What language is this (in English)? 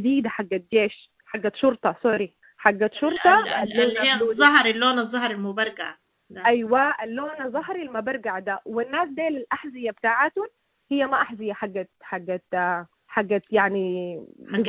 Sudanese Arabic